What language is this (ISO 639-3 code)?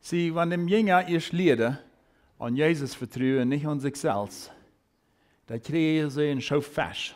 pdt